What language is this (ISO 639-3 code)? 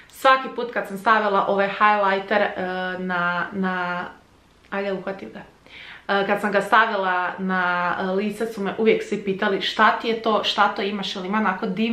hrv